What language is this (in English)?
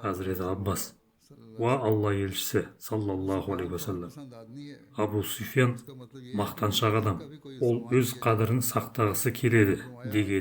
Kazakh